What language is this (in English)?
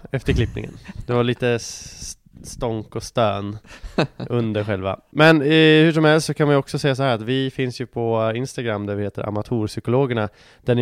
Swedish